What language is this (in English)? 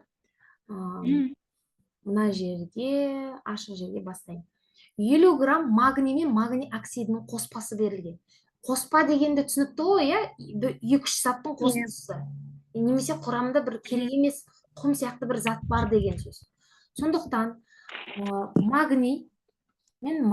Kazakh